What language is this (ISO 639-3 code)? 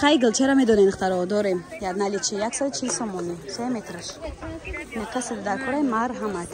tgk